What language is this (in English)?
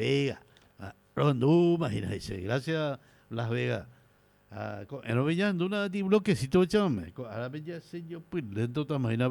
Guarani